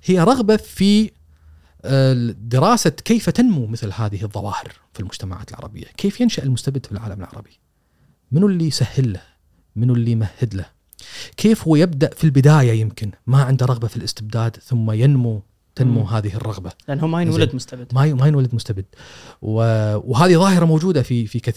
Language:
Gulf Arabic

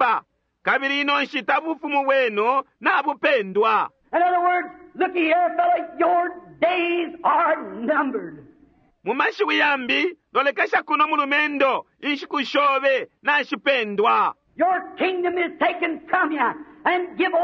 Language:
Bemba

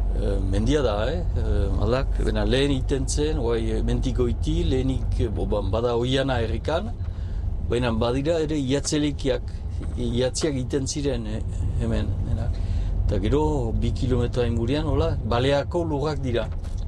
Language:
Basque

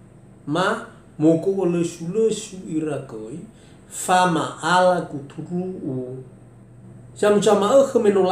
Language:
Nias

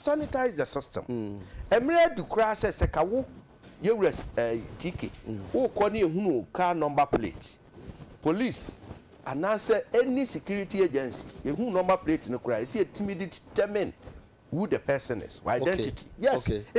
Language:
Akan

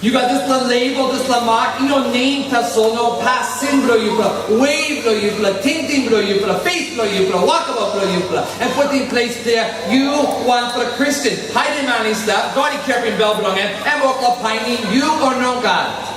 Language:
Tok Pisin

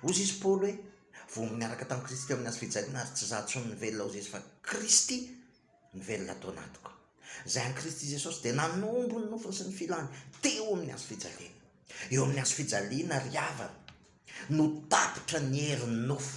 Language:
Malagasy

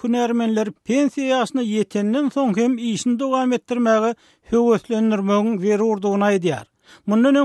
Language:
Turkmen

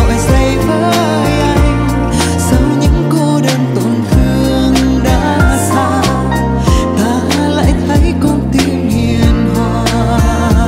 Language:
Vietnamese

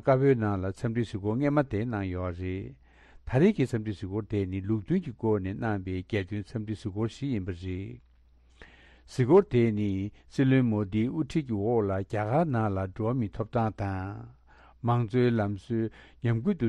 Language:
Tibetan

